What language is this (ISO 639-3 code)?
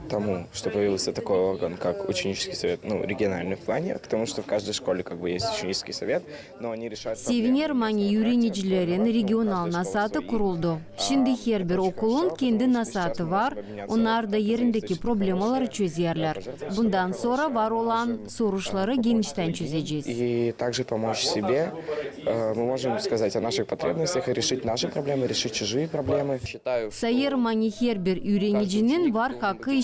gag